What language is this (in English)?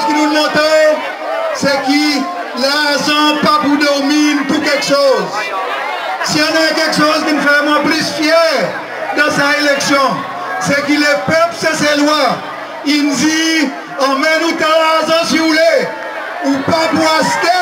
Seselwa Creole French